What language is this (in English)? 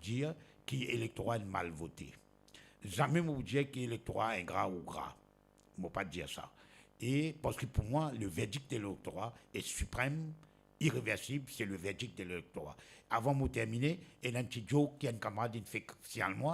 Morisyen